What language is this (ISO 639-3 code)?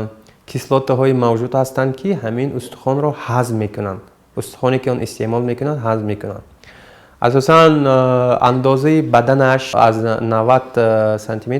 tgk